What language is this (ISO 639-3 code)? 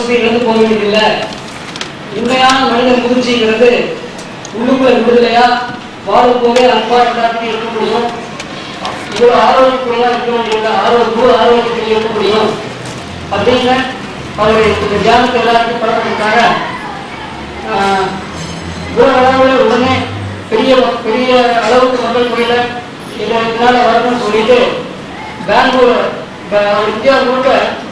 tam